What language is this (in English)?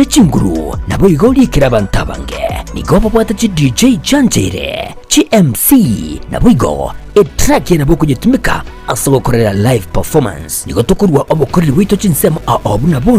Gusii